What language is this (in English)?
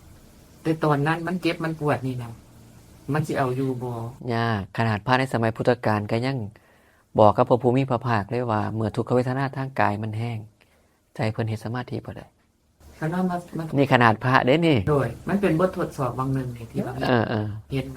Northeastern Thai